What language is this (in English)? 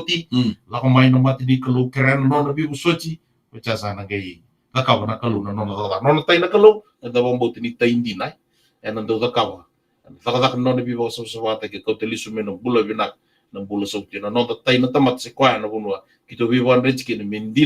Fijian